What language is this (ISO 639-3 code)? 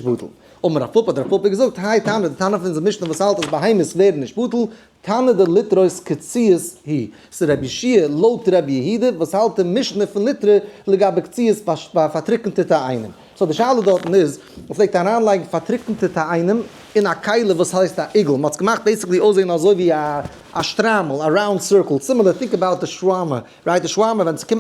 yid